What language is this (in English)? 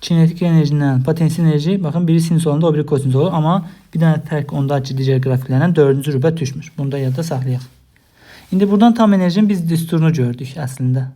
Azerbaijani